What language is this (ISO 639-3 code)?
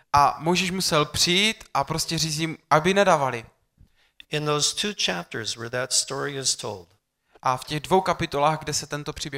ces